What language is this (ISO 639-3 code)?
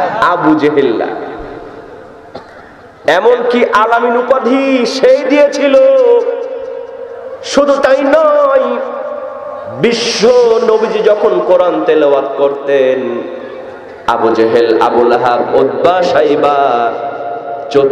ben